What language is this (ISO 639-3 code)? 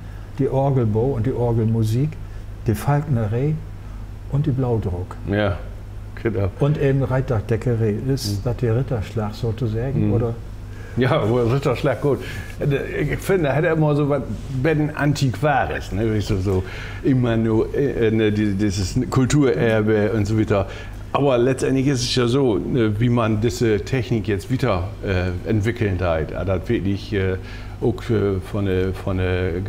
nds